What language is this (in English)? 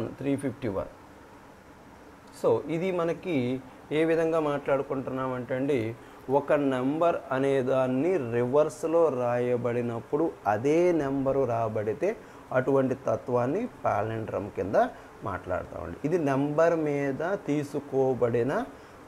Telugu